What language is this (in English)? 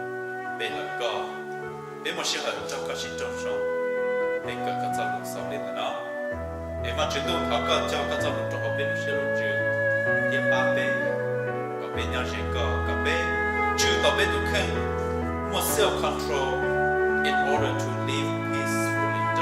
Hmong